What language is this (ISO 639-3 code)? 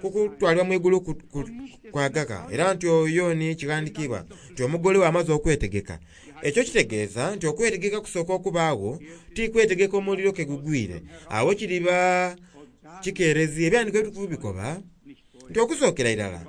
xog